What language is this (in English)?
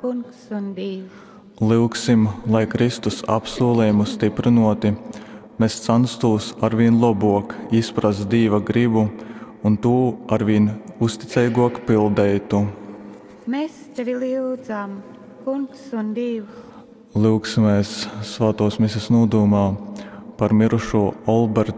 Latgalian